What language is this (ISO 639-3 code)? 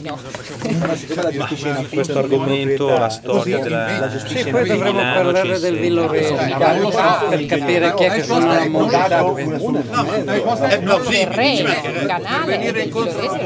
ita